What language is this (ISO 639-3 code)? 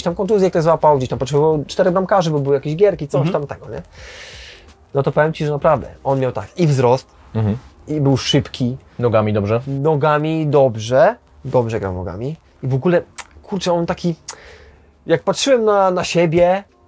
pol